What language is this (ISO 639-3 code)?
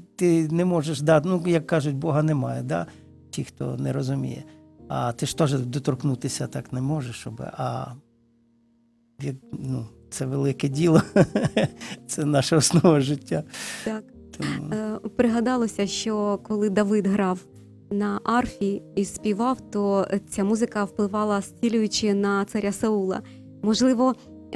ukr